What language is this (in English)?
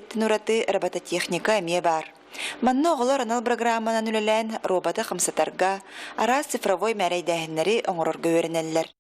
Yakut